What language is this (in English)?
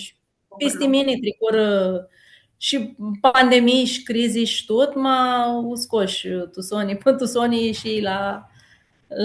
Aromanian